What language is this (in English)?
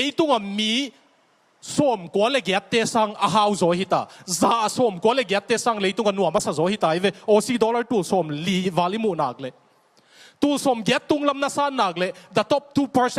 Tedim Chin